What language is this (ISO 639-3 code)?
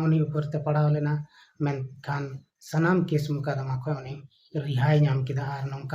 sat